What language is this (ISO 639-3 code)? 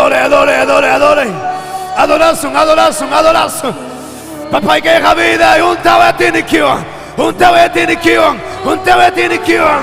quy